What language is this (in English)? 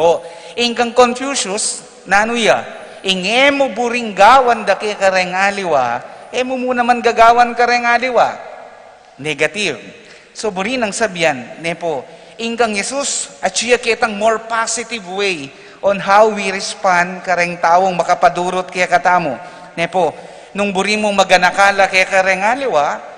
Pampanga